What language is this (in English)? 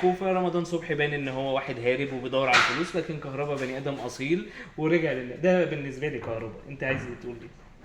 Egyptian Arabic